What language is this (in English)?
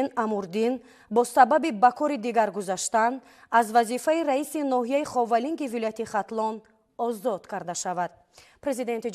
Tajik